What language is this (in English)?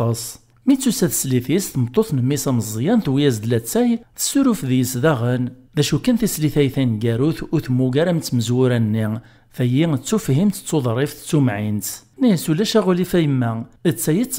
Kabyle